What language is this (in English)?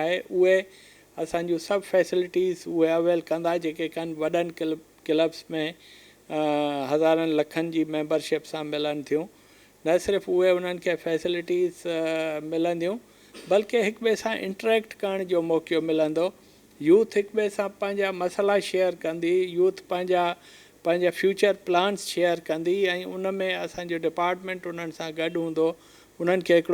Sindhi